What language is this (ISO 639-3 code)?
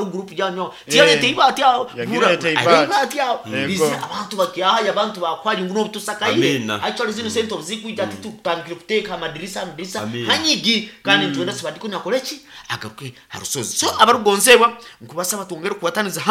nyo